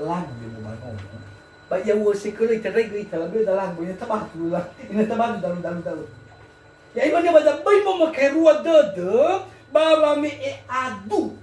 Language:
Nias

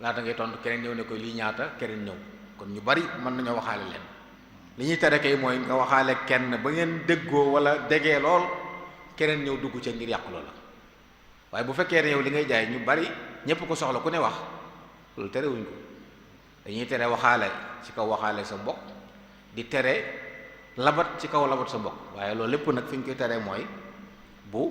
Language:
Wolof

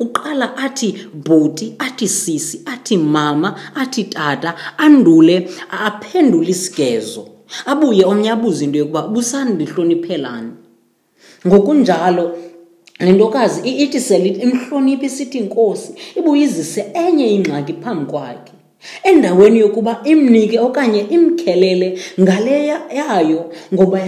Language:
Xhosa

